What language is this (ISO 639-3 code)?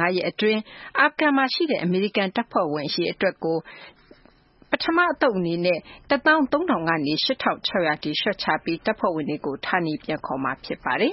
mya